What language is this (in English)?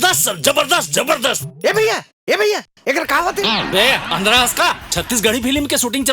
Chhattisgarhi